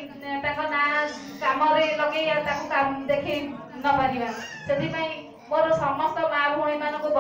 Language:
Odia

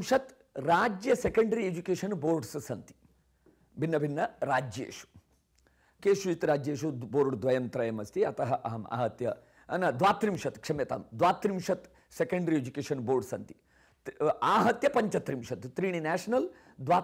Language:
Sanskrit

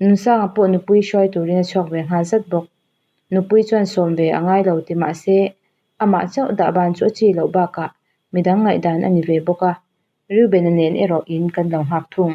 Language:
Mizo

